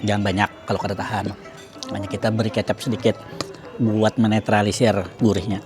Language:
Banjar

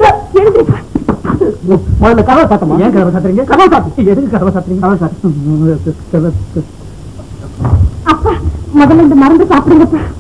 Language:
Tamil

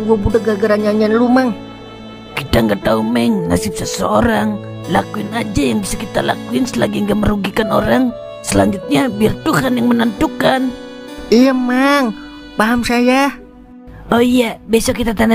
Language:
Betawi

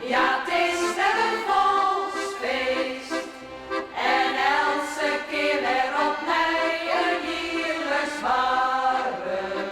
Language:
Western Frisian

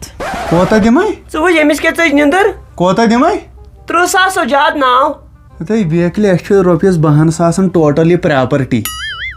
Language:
Kashmiri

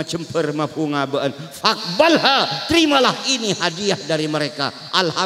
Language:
Madurese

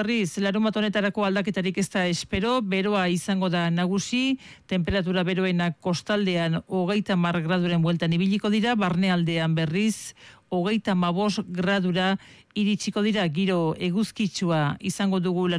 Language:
Basque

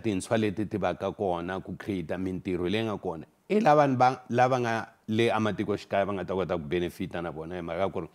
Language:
Tsonga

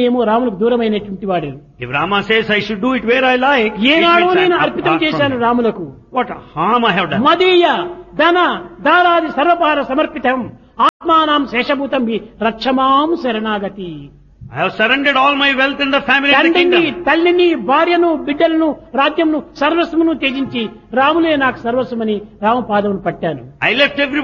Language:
Telugu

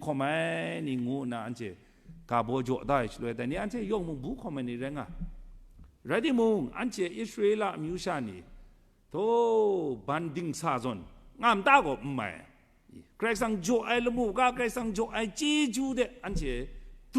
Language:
Kachin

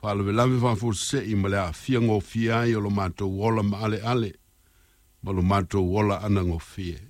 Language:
Samoan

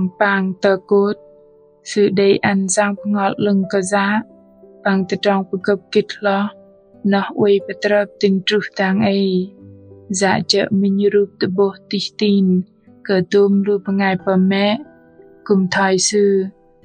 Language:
Bahnar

